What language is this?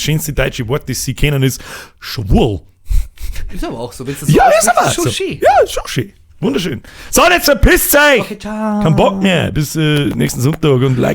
Bavarian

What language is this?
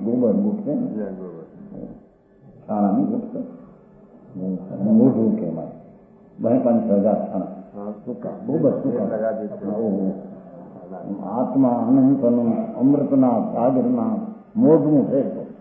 Gujarati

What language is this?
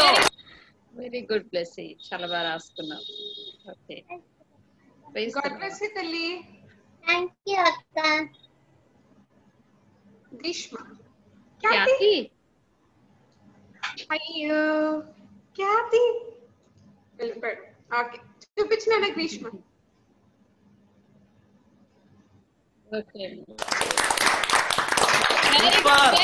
Telugu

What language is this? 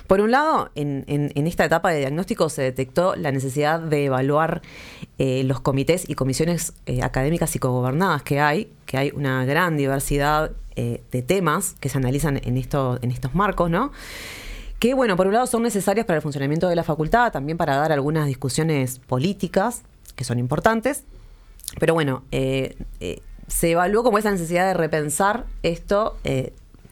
Spanish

